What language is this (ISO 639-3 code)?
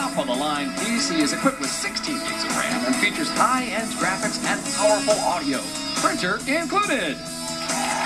eng